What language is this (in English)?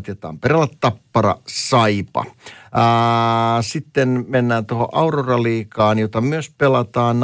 Finnish